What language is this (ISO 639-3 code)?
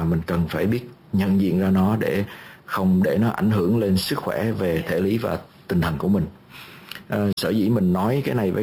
vie